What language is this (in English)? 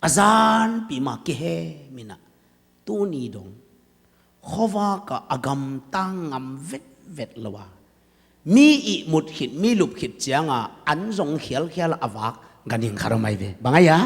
Tedim Chin